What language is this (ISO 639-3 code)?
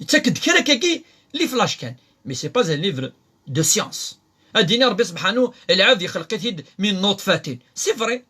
kab